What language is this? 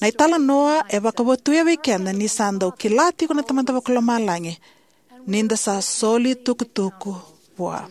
Fijian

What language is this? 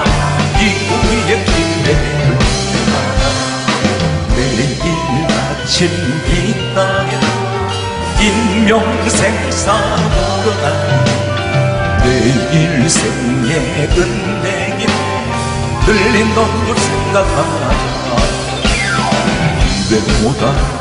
Korean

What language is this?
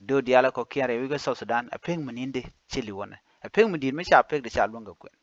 Nuer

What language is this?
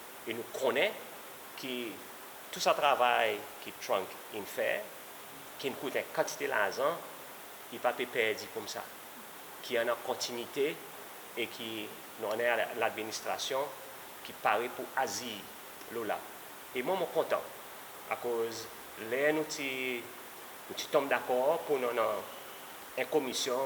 Seselwa Creole French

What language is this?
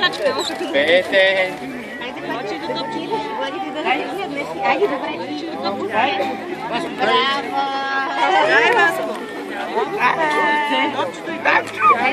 Bulgarian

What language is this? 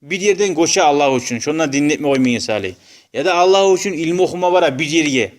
Kumyk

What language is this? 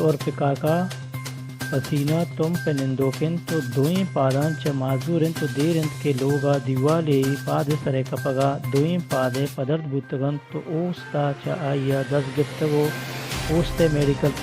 Baluchi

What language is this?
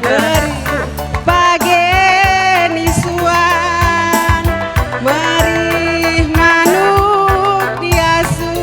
Batak Karo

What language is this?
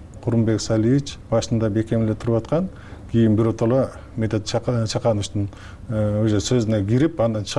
Kyrgyz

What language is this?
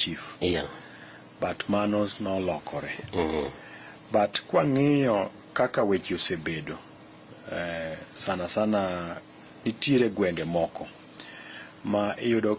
Luo (Kenya and Tanzania)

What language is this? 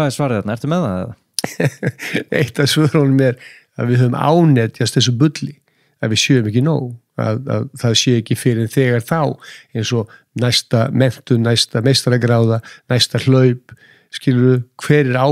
Icelandic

